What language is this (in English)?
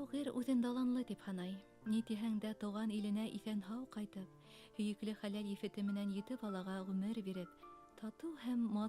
Bashkir